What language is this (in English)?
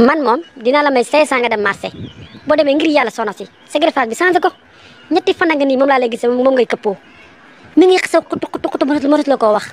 Wolof